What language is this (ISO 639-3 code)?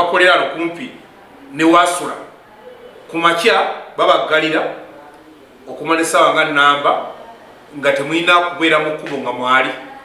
lug